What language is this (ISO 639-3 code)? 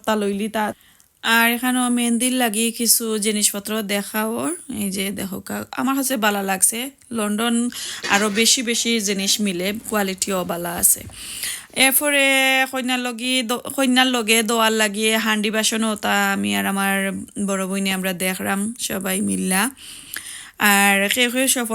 syl